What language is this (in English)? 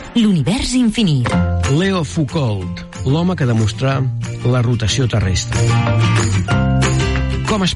Catalan